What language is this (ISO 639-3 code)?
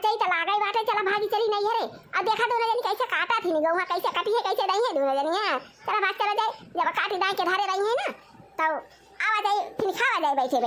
awa